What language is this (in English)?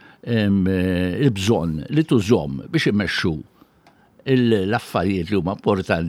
Maltese